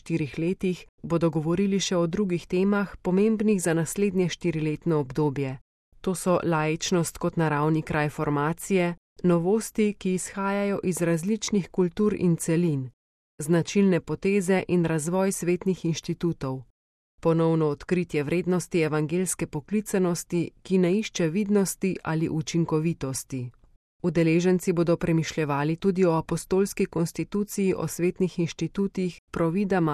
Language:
Slovenian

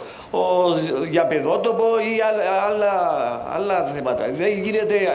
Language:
Greek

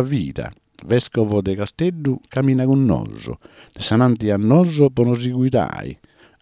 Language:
Sardinian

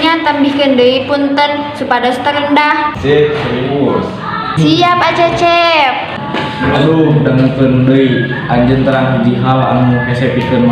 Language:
Sundanese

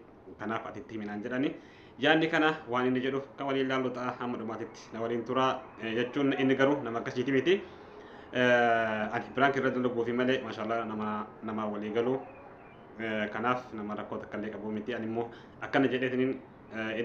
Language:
Oromo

